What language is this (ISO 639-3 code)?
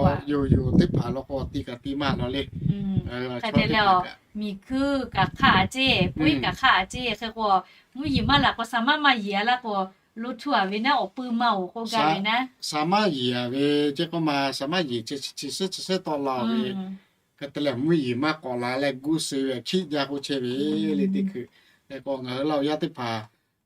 lhu